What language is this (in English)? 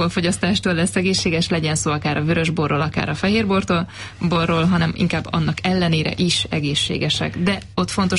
Hungarian